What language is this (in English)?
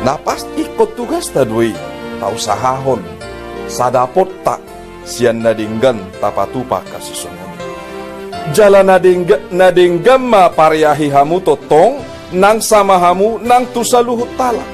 Batak Toba